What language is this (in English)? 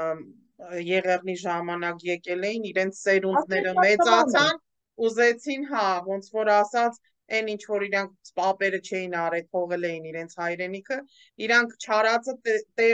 Armenian